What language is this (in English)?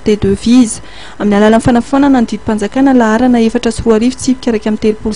Malagasy